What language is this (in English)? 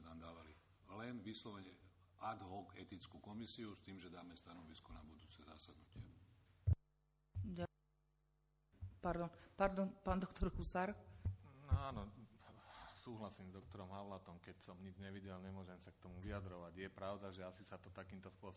Slovak